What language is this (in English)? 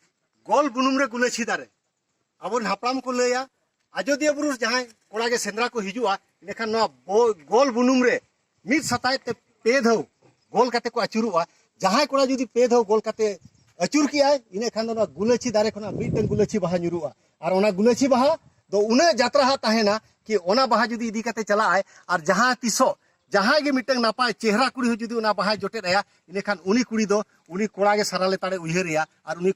Santali